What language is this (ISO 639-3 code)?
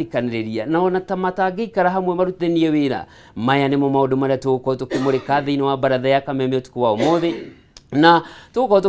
kik